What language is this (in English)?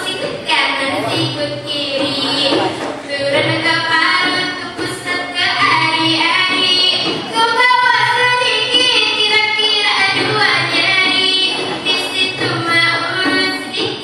Banjar